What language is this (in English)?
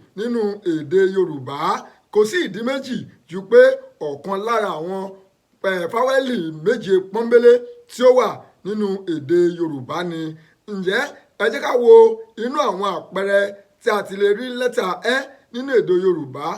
Yoruba